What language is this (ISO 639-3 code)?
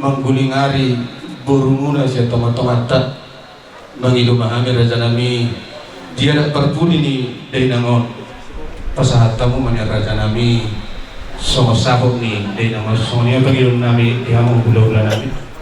bbc